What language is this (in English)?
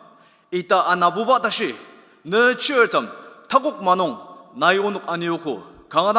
Ao Naga